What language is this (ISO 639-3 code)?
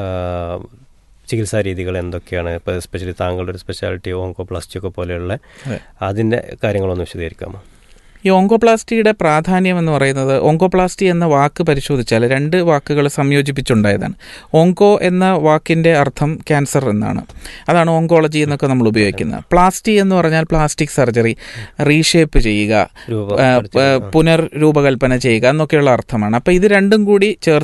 mal